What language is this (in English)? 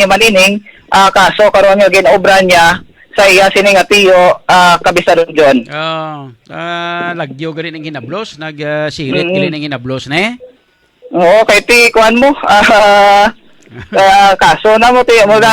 Hiligaynon